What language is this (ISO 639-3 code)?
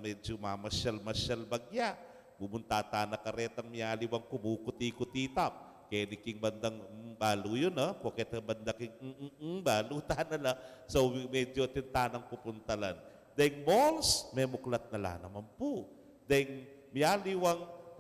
pam